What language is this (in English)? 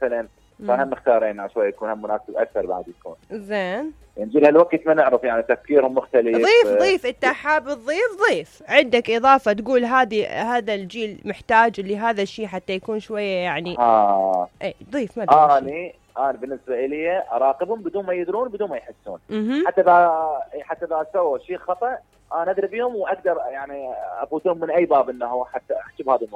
Mesopotamian Arabic